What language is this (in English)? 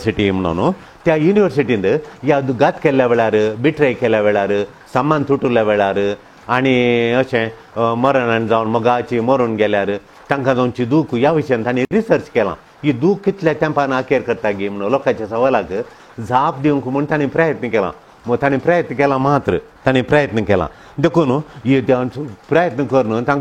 Konkani